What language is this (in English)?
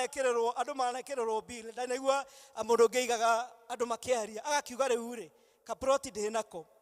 Kikuyu